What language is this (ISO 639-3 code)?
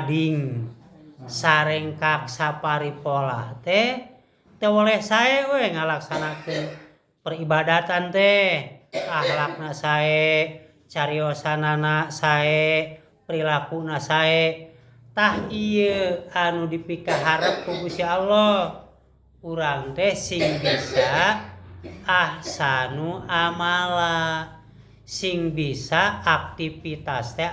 sun